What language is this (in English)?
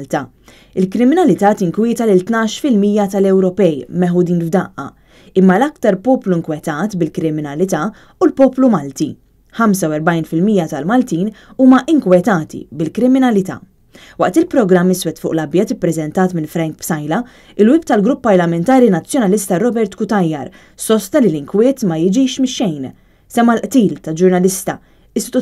Maltese